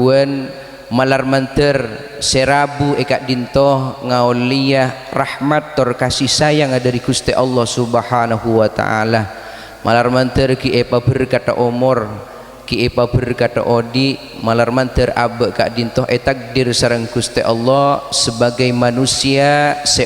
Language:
Madurese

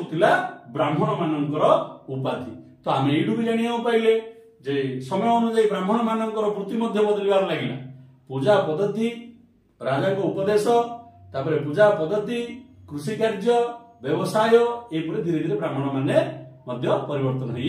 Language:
Odia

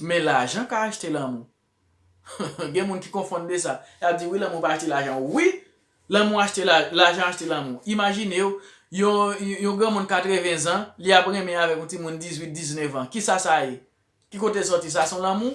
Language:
Haitian Creole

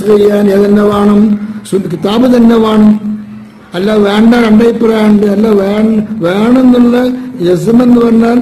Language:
Malayalam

